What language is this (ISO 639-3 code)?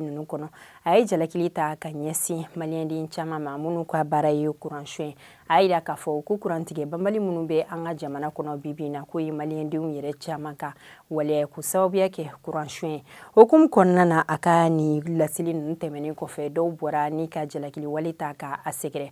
bam